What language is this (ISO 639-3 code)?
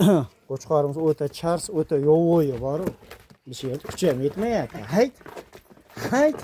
uzb